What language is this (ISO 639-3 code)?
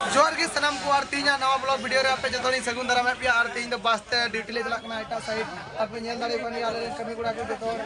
sat